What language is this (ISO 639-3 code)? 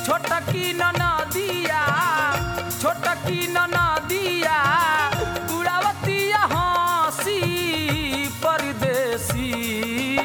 bho